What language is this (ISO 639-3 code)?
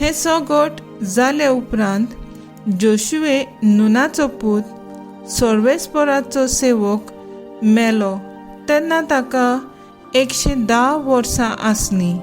kok